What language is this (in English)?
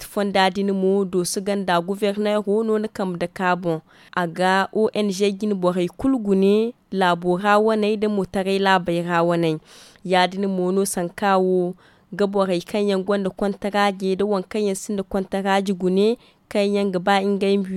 Zarma